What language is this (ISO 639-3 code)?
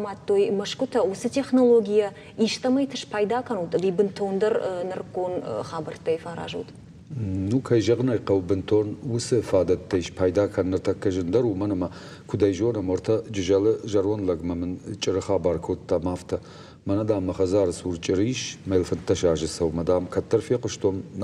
oss